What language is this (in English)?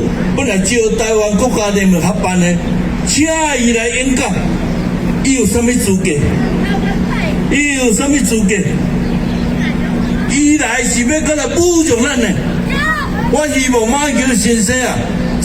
Min Nan Chinese